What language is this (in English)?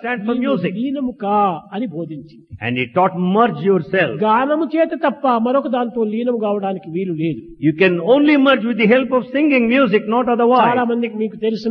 Telugu